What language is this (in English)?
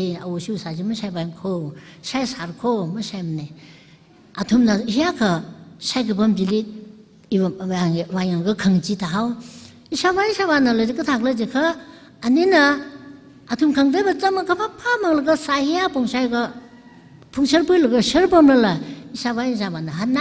Tangkhul Naga (India)